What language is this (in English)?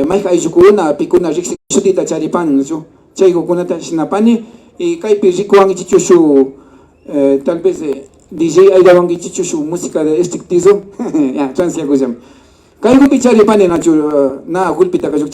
Imbabura Highland Quichua